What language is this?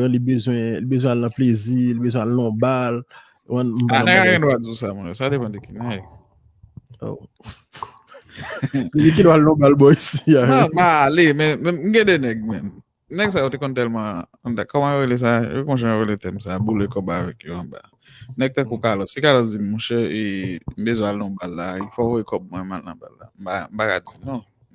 Haitian Creole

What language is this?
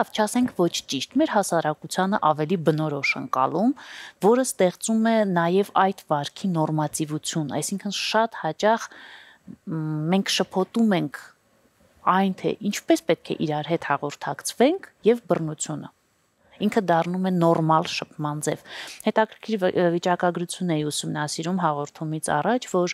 Armenian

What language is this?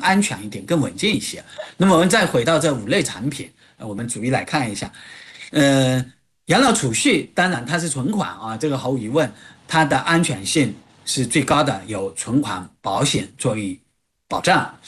Chinese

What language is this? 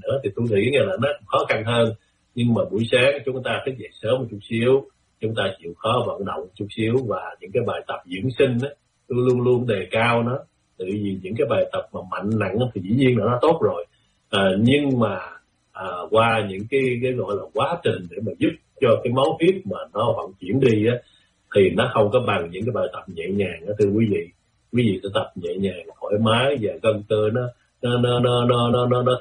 Vietnamese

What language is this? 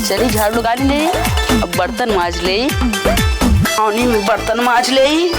Awadhi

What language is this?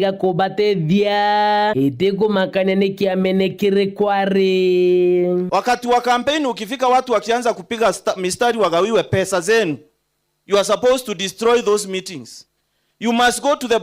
Meru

